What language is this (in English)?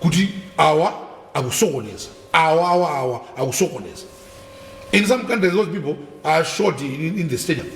Nyanja